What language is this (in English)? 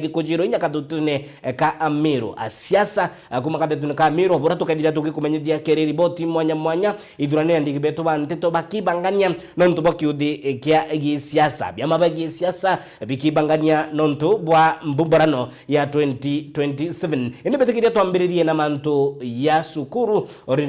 Meru